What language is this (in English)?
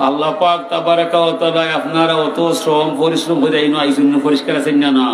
Sylheti